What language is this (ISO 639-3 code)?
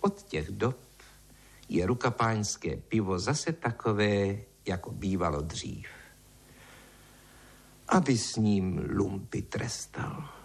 ces